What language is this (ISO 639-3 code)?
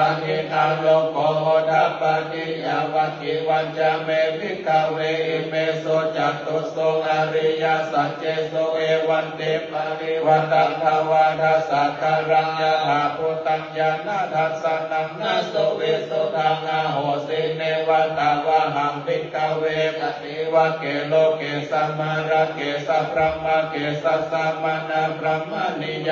pli